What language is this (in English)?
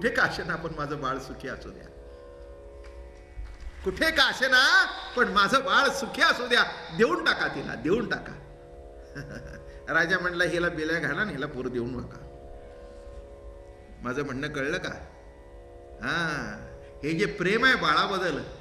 Marathi